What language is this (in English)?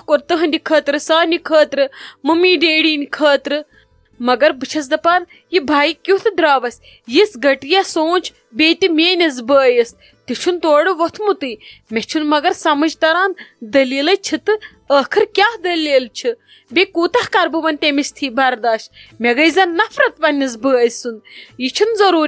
Kashmiri